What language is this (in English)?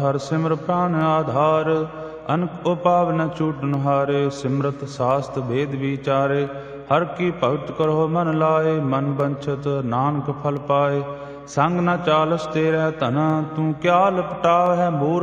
Punjabi